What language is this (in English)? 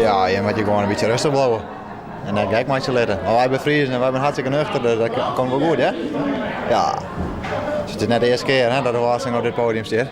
Western Frisian